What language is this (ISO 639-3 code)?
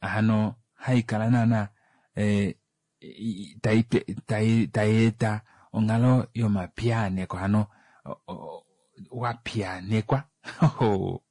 kua